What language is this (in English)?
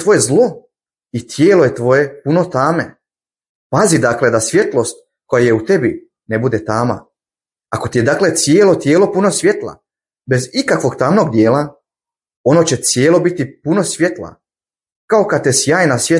Bosnian